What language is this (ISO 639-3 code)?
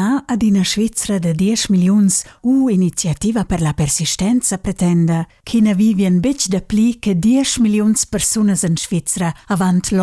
roh